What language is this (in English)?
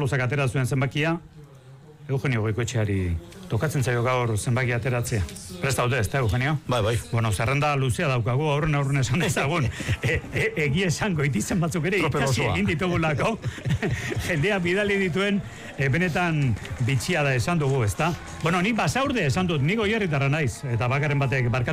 Basque